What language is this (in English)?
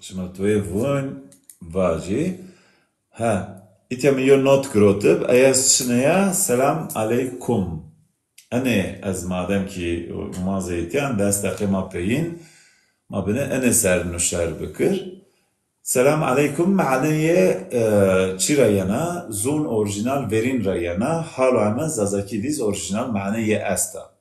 Zaza